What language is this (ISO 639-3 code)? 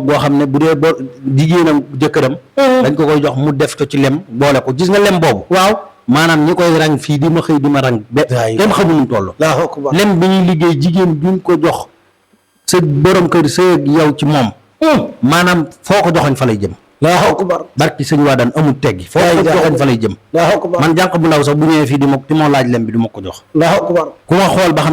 wol